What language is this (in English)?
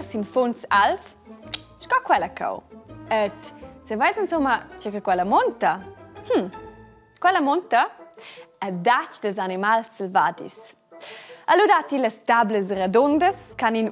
Romansh